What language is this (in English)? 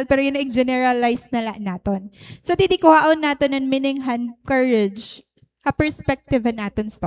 Waray